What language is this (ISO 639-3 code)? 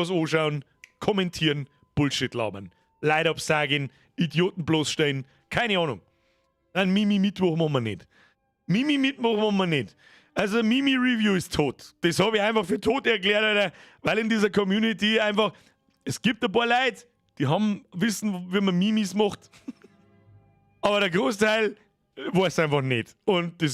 bar